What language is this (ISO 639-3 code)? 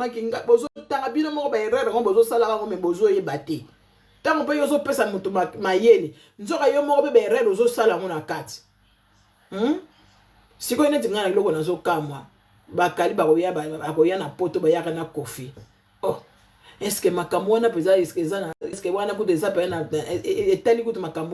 lin